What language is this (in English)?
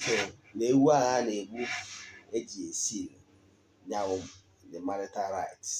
Igbo